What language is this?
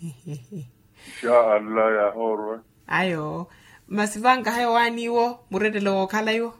Makhuwa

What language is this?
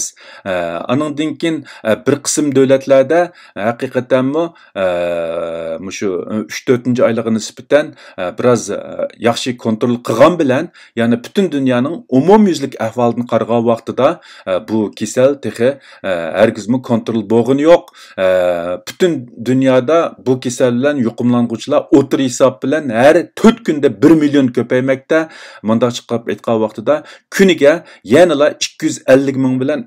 Uyghur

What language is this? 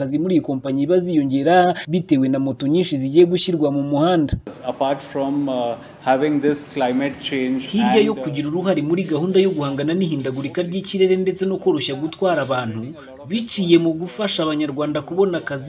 Kinyarwanda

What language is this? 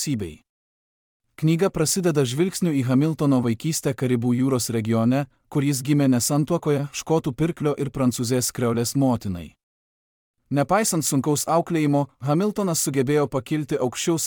Lithuanian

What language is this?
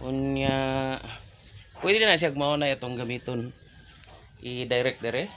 Cebuano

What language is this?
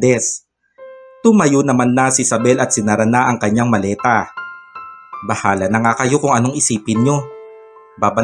Filipino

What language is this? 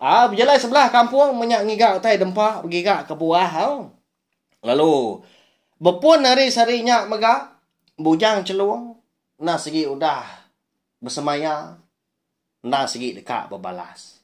Iban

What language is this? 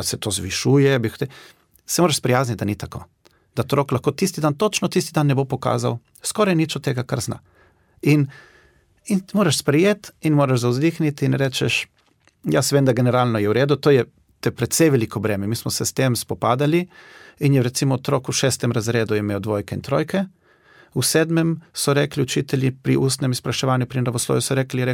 Slovenian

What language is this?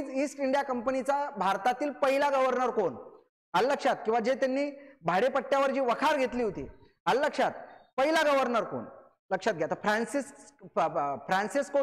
Marathi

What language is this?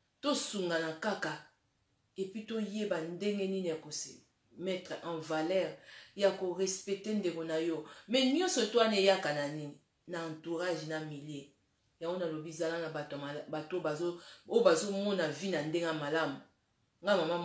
Lingala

